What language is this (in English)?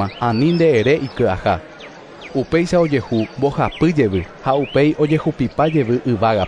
Guarani